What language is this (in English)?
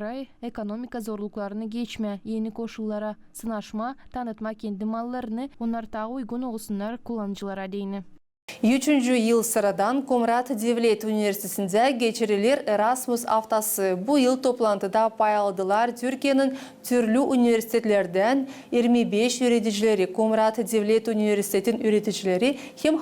Gagauz